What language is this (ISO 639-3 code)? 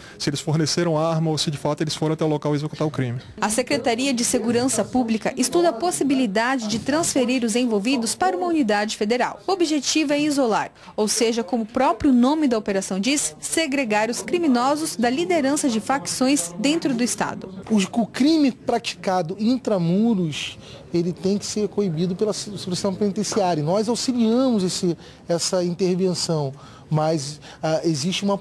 por